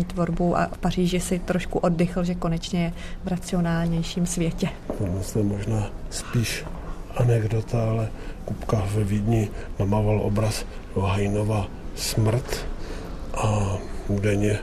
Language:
Czech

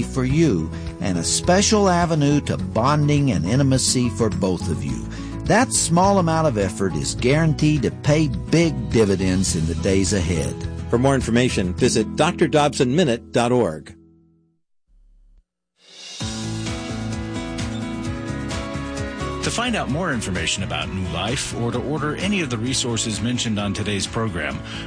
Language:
English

